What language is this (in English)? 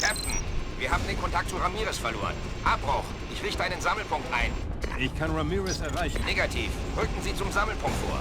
Bavarian